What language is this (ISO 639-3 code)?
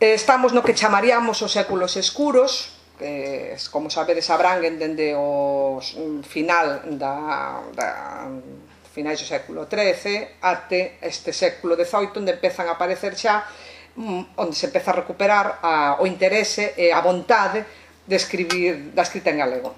glg